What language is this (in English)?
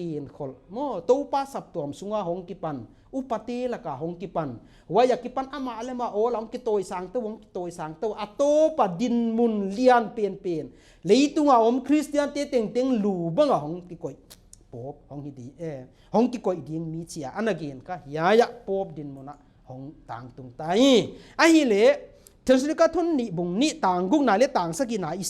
Paite Chin